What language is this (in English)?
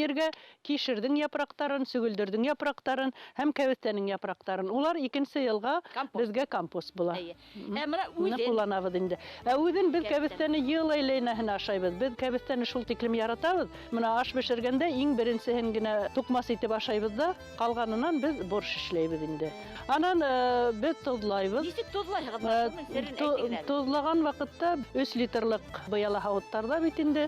Bashkir